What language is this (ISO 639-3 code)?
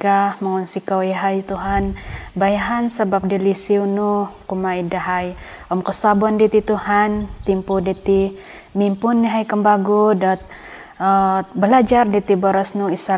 dtp